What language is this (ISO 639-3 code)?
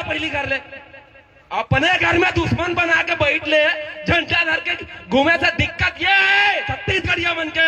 hne